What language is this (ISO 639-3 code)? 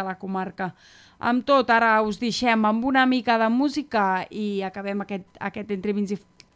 cat